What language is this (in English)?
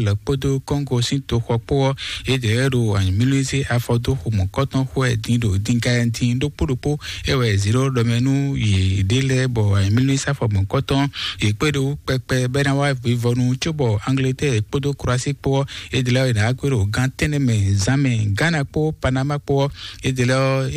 Fon